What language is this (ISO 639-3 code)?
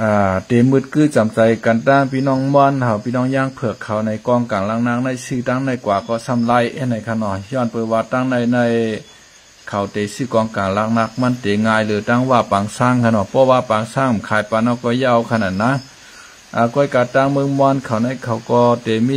shn